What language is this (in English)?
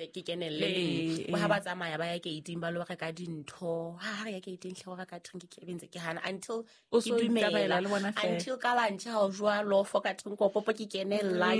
Southern Sotho